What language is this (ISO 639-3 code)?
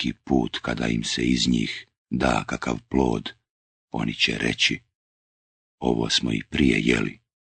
bos